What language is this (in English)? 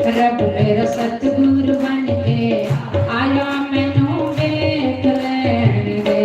Dogri